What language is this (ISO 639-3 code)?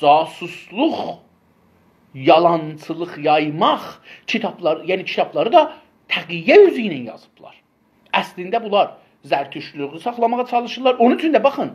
azb